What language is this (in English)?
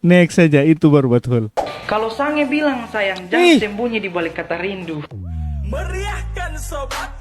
Ambonese Malay